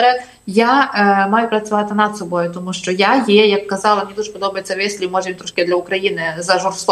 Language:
Ukrainian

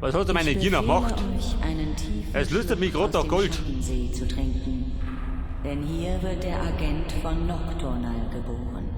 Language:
Bavarian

